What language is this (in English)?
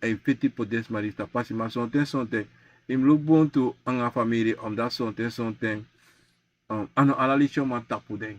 Sranan Tongo